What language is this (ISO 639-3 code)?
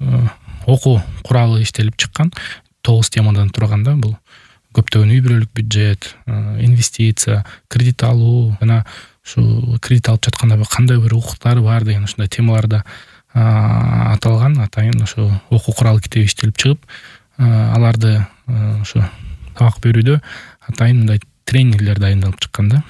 kir